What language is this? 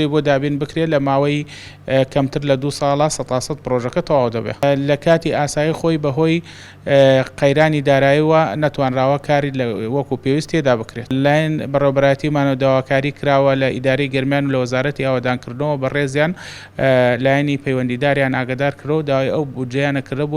Central Kurdish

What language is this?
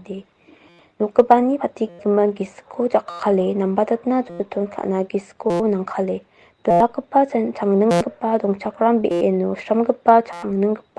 Garo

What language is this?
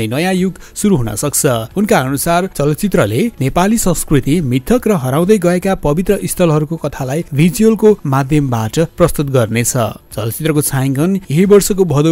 Nepali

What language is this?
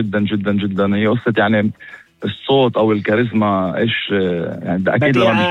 North Levantine Arabic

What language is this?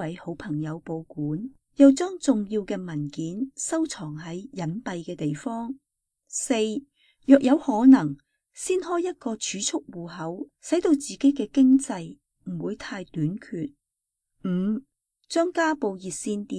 Cantonese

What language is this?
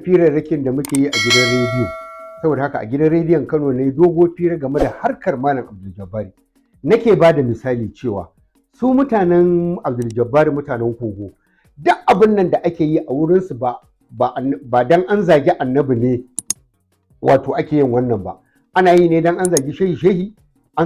Hausa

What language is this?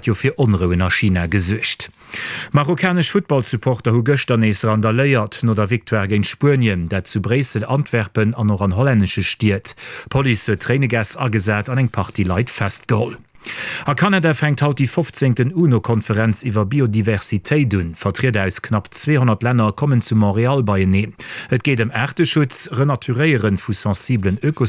Luxembourgish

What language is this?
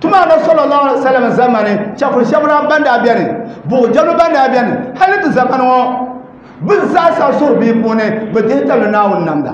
Dagbani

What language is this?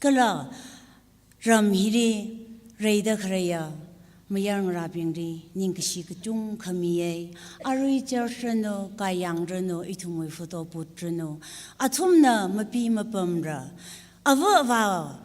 Tangkhul Naga (India)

